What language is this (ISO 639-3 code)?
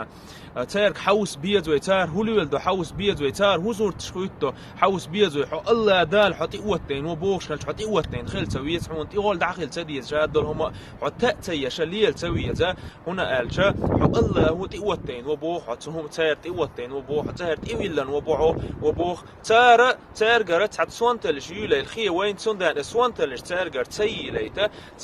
che